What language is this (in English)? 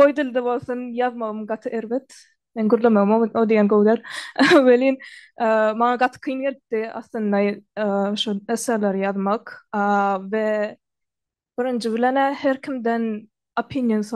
Turkmen